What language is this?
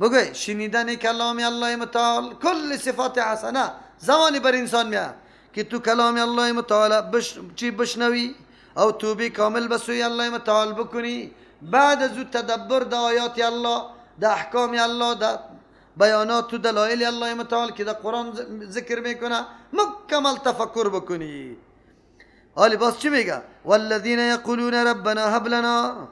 Persian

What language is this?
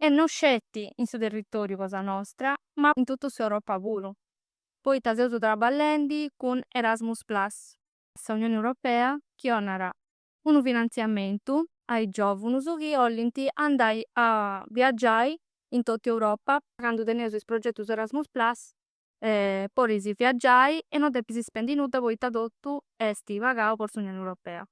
Sardinian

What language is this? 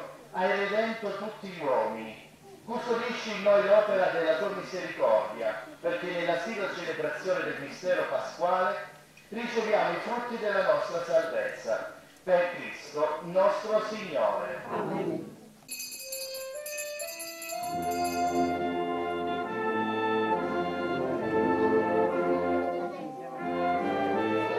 Italian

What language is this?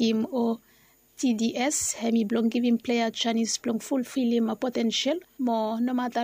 Bislama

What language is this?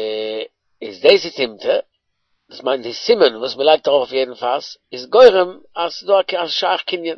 Yiddish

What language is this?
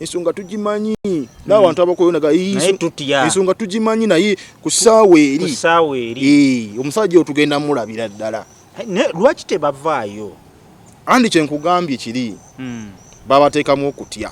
Ganda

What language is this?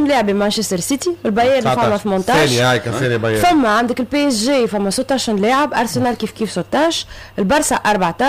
Tunisian Arabic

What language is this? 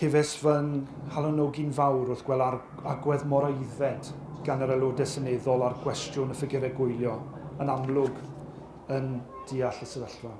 Welsh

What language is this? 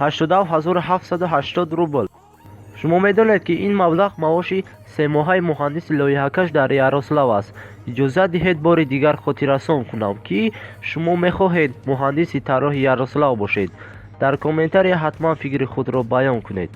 Tajik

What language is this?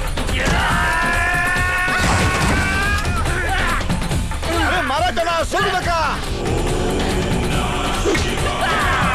Marathi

